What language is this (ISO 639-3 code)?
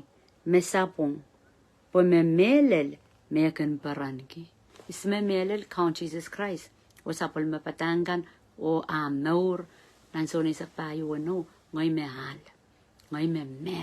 pon